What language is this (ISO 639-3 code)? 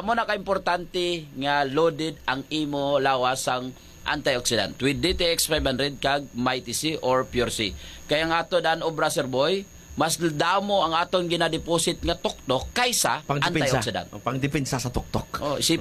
hil